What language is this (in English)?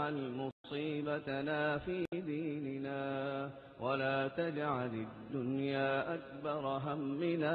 Fula